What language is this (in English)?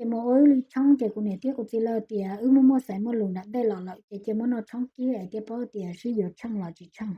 Hmong